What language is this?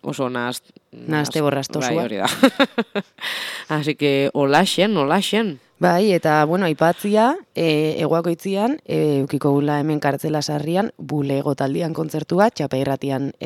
Basque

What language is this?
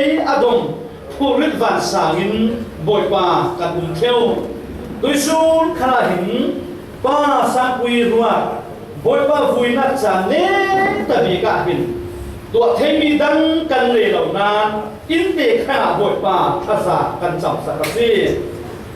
Falam Chin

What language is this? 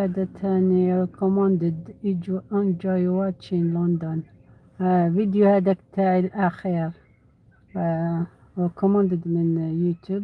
Algerian Arabic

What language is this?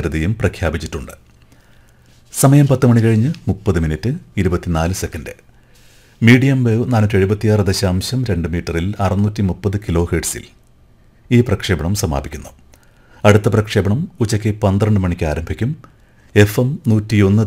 Malayalam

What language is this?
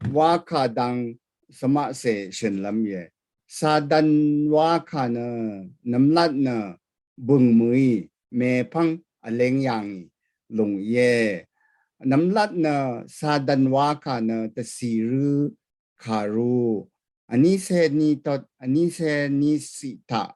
Rawang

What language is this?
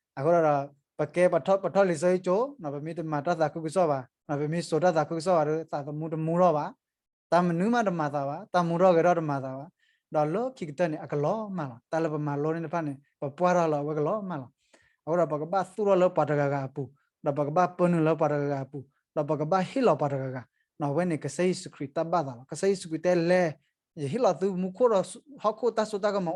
S'gaw Karen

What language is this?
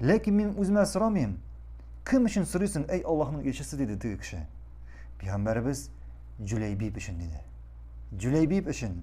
Tatar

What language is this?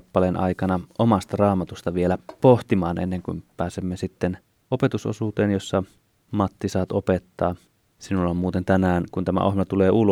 Finnish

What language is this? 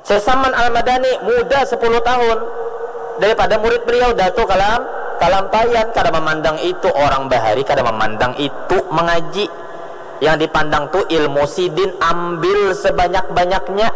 Banjar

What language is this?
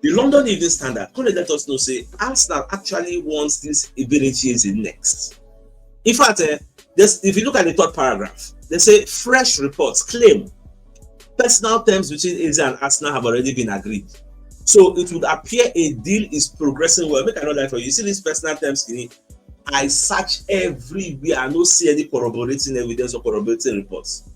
Nigerian Pidgin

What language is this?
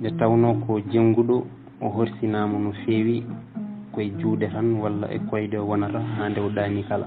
Fula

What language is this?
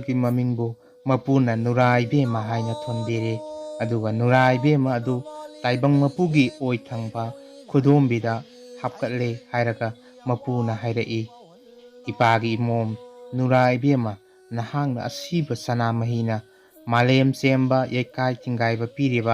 Manipuri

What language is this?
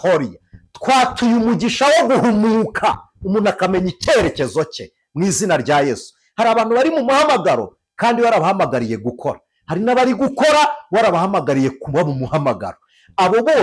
Kinyarwanda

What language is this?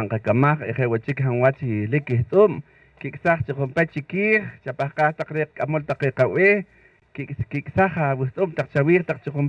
Poqomchi'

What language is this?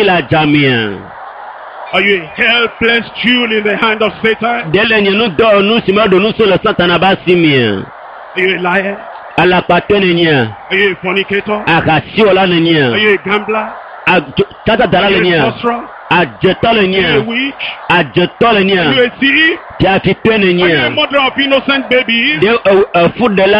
Ewe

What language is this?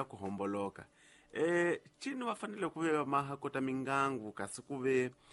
Tsonga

